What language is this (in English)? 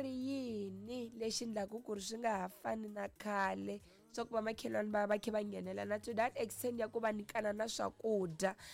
Tsonga